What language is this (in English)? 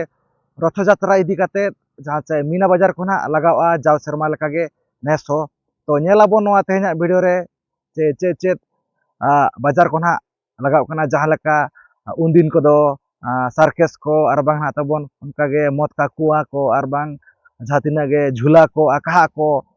Santali